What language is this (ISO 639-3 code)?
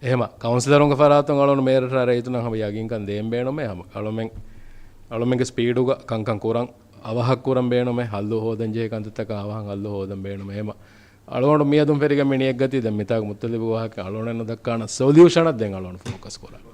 div